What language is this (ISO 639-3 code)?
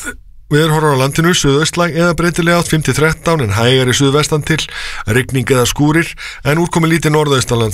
isl